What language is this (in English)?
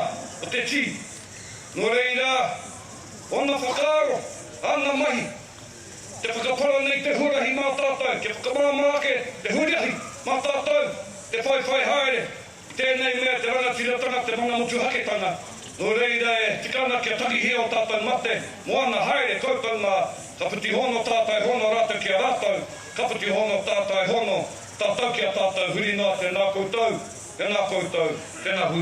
Māori